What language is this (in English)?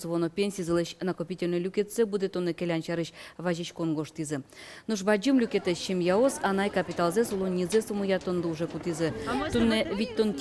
Udmurt